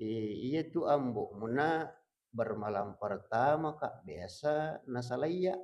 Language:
Buginese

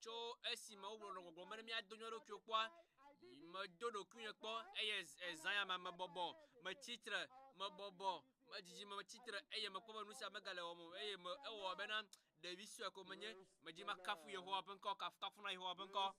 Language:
Ewe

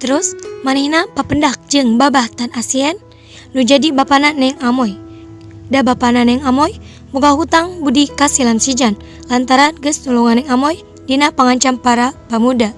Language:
Sundanese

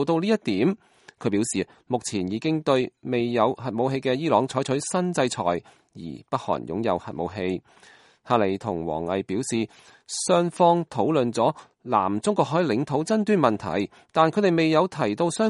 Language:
Cantonese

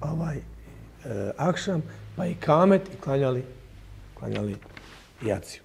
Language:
Bosnian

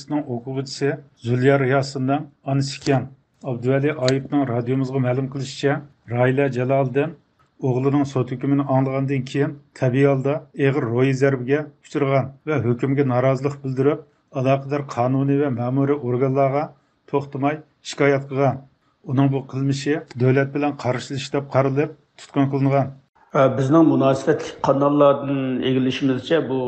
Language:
Uyghur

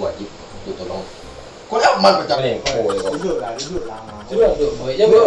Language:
Minangkabau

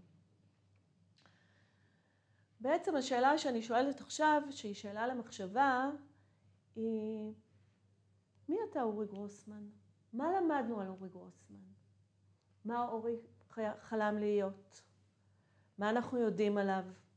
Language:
Hebrew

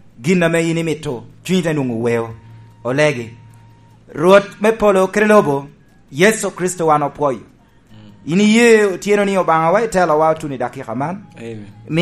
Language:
Lango (Uganda)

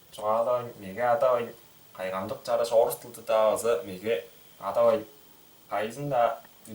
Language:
Tuvinian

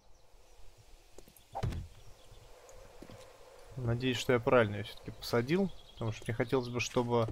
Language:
Russian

